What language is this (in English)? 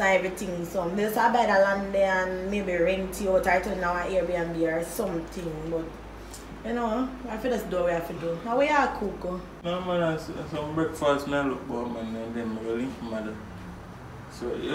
Jamaican Creole English